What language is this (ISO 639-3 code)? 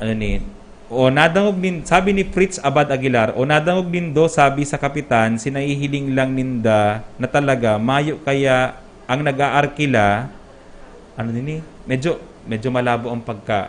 bik